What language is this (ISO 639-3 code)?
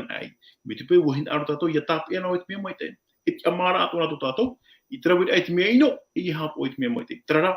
tah